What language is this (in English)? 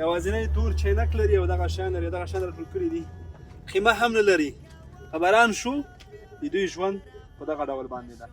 Pashto